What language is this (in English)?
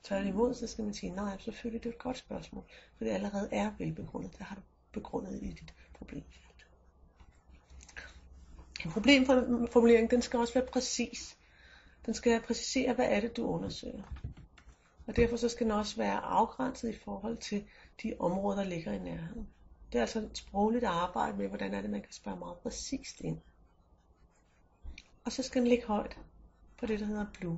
Danish